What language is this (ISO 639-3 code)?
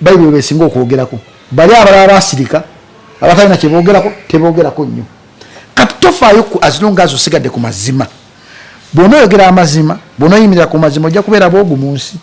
lug